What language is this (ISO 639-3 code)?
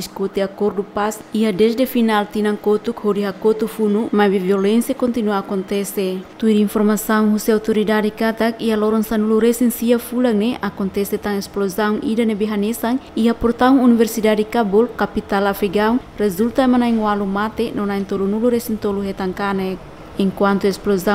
tet